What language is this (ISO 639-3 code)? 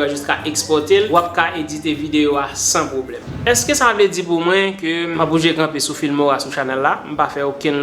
hat